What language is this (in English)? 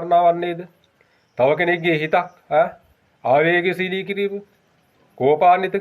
Sinhala